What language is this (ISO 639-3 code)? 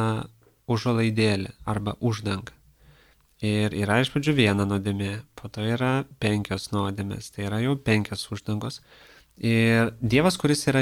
lit